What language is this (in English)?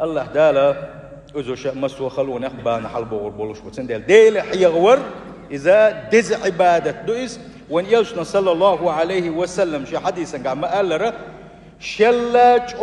Chechen